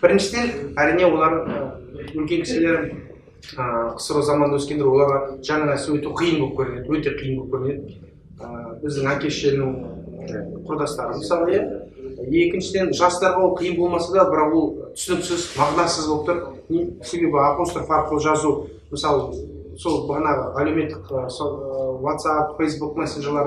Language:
Kazakh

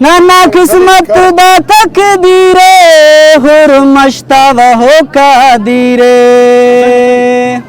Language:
Brahui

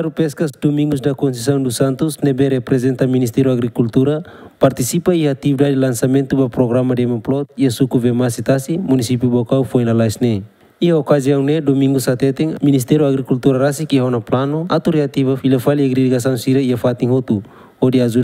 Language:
Tetum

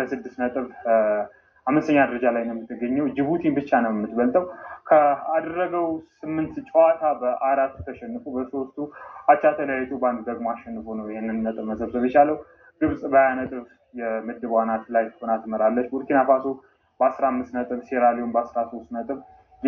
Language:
Amharic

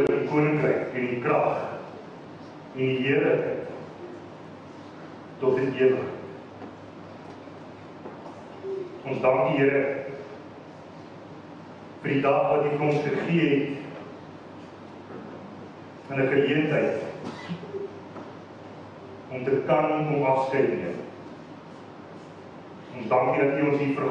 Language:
Afrikaans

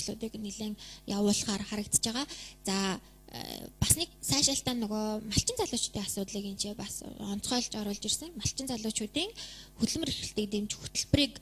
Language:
Mongolian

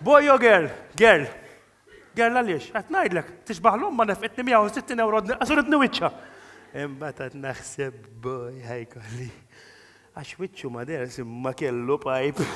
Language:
Maltese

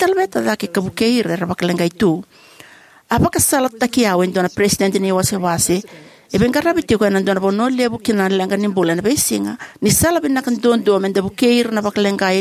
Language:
Fijian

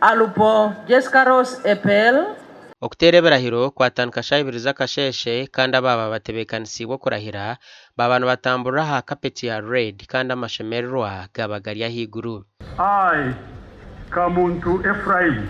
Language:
Nyankole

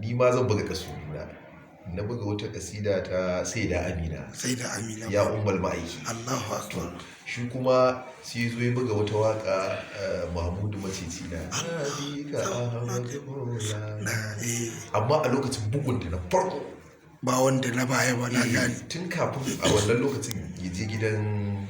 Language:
Hausa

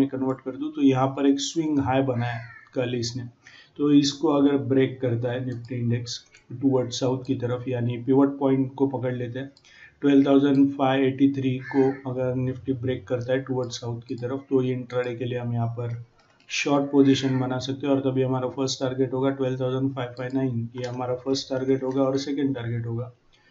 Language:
Hindi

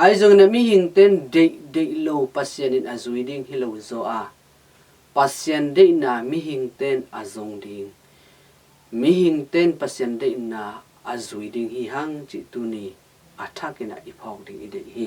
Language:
Tedim Chin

